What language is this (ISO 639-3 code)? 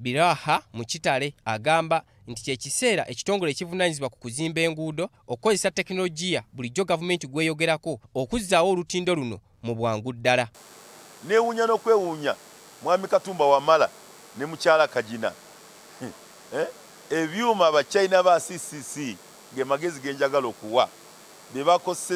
lug